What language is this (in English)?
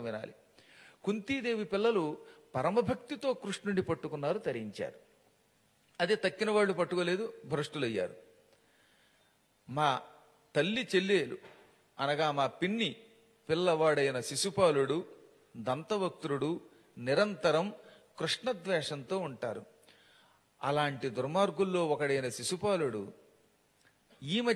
Telugu